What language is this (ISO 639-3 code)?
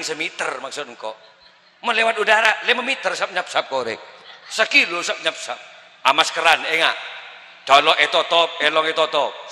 mad